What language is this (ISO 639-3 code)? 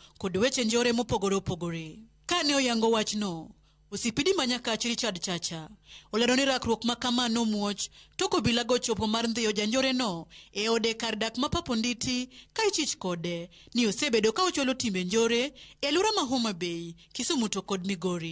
luo